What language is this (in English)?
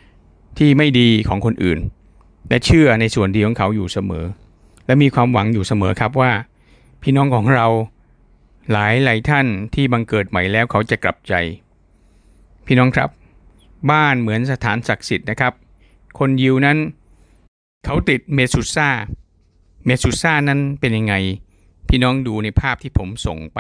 Thai